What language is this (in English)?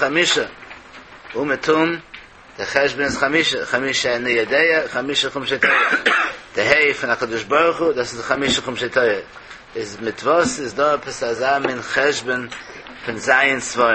Yiddish